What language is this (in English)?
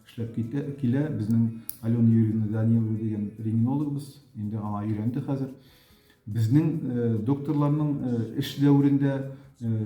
Tatar